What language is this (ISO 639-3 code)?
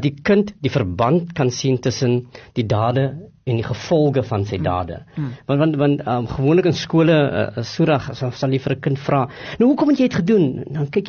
afr